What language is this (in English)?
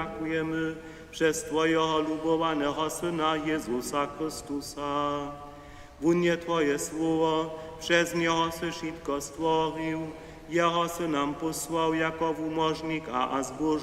Upper Sorbian